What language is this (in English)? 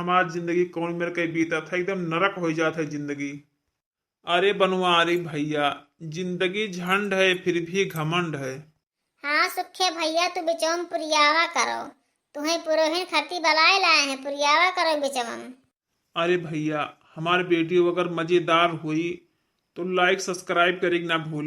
Awadhi